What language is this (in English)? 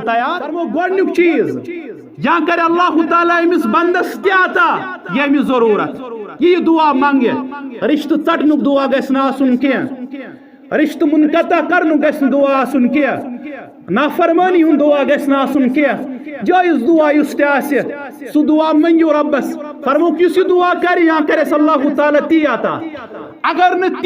Kashmiri